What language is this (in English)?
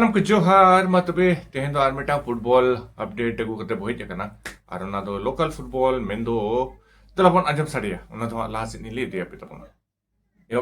Santali